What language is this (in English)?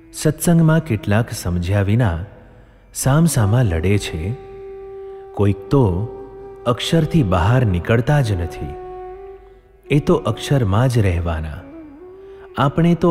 Gujarati